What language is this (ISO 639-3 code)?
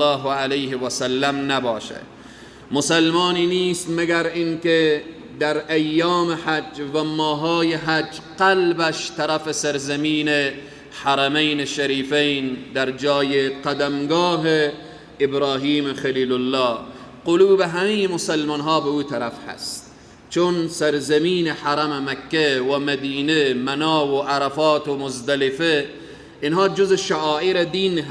fas